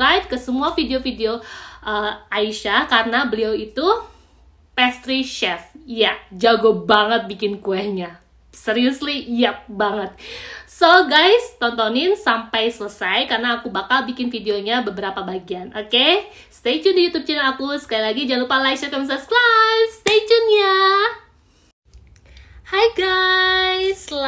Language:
Indonesian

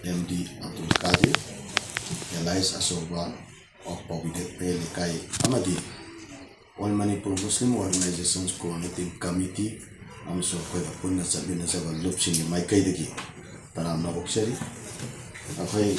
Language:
Manipuri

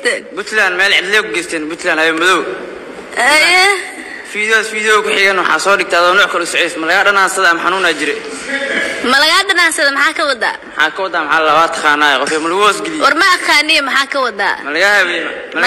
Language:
Somali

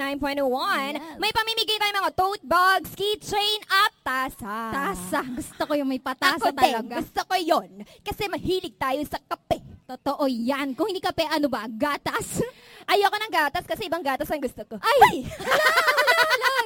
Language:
Filipino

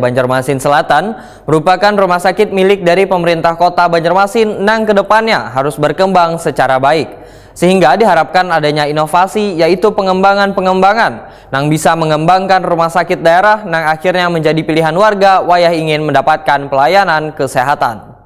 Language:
Banjar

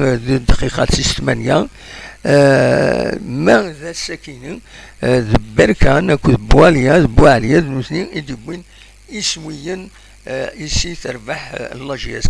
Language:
Kabyle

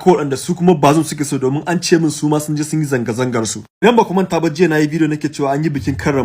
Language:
Hausa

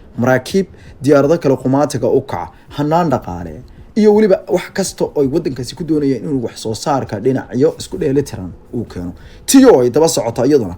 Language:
Somali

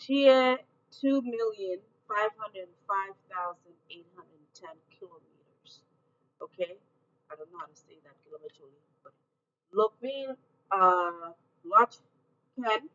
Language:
Acoli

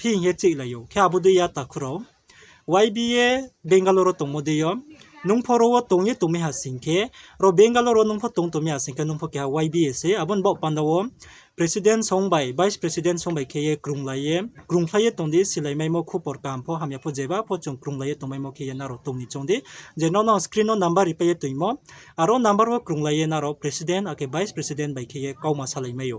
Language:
Riang (India)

